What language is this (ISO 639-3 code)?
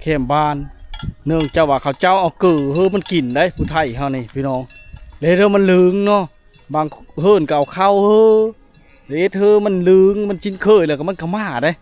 lao